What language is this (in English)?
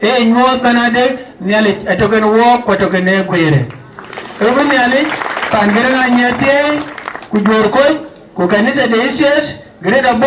Dinka